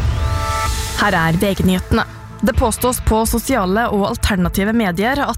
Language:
Norwegian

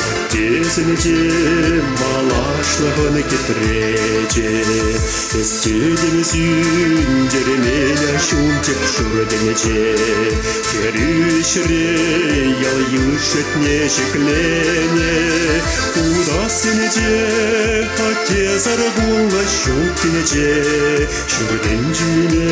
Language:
Chuvash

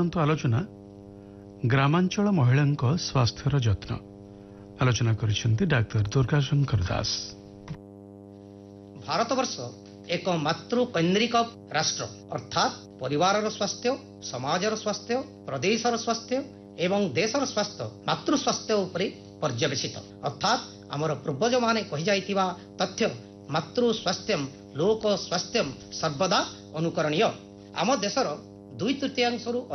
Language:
Odia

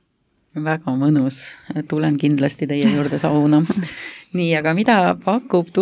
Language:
Estonian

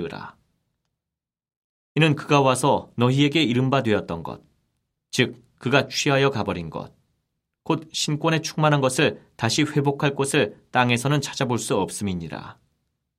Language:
Korean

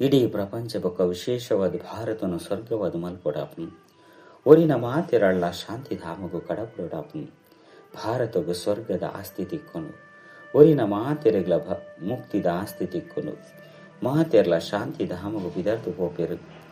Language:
Tulu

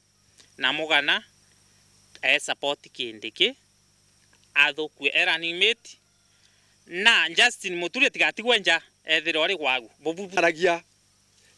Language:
Meru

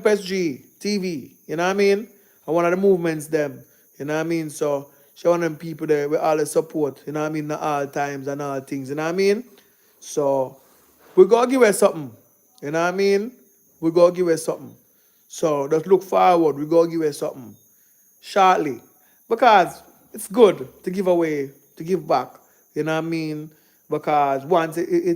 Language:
Jamaican Creole English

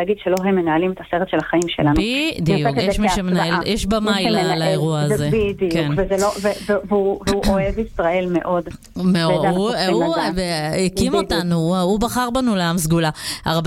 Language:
Hebrew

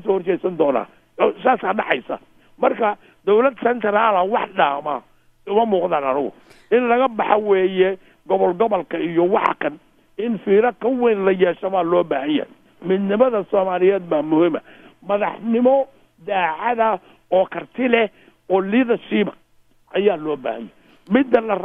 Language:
Somali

